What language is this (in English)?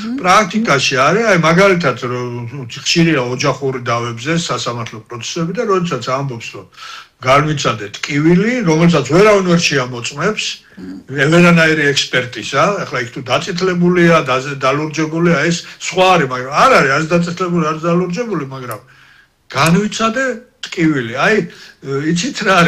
Georgian